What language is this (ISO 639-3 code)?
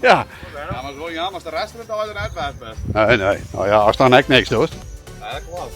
fry